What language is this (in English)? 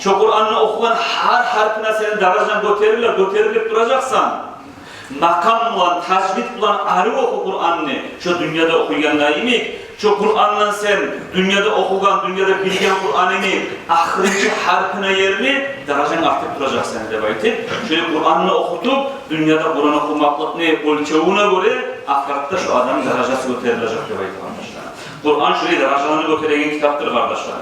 Kumyk